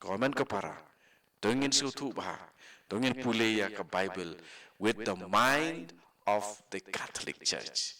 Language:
Khasi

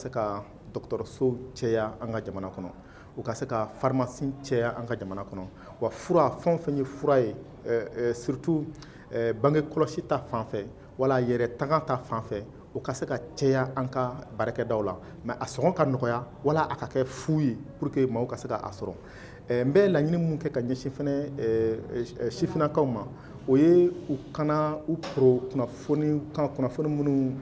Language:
Bambara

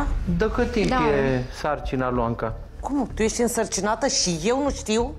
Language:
Romanian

